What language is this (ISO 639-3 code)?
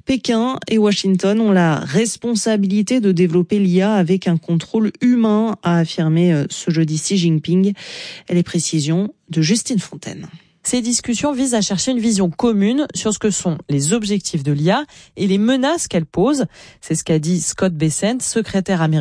fra